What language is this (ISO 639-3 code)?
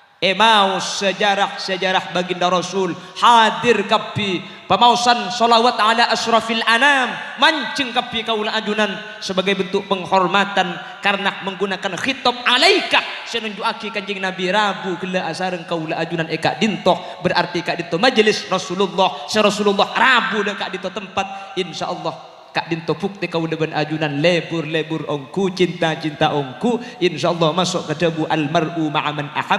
mad